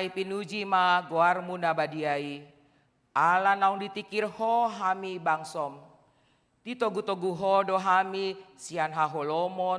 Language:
Batak Toba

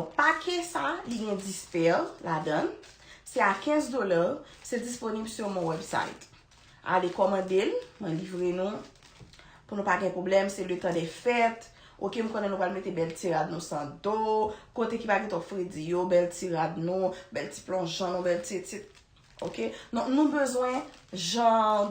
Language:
Haitian Creole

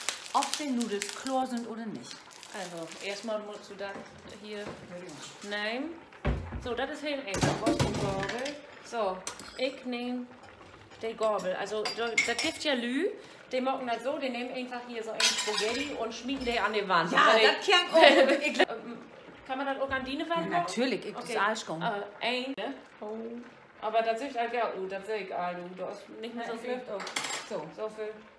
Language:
Low German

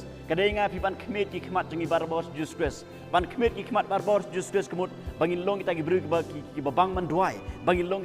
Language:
Khasi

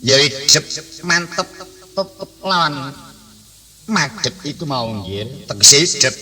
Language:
Javanese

